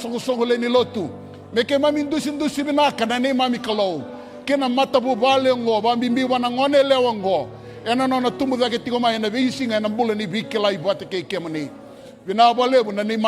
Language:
Fijian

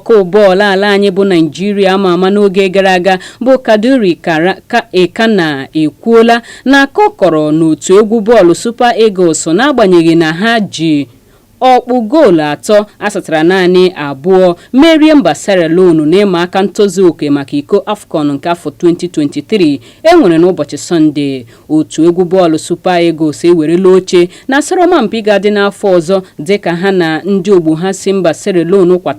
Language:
Igbo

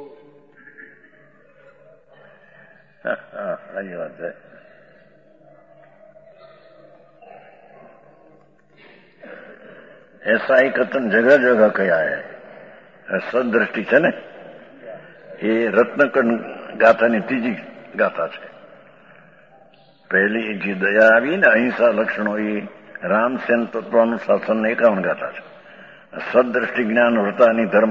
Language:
Gujarati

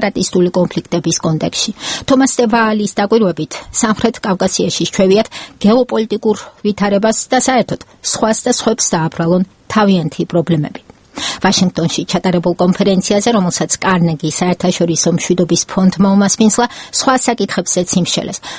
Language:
Georgian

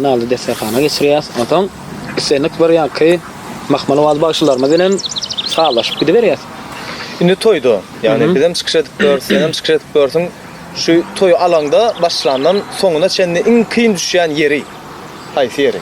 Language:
Turkmen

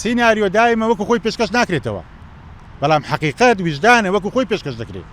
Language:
Central Kurdish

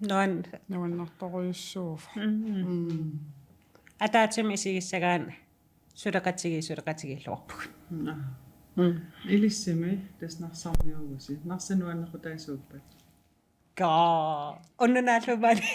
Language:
Kalaallisut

